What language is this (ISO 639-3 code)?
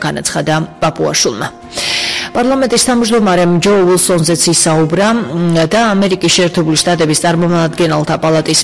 kat